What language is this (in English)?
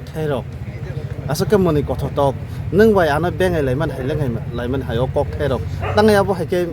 Kok Borok